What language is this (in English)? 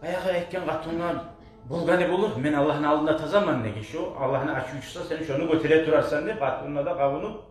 Kumyk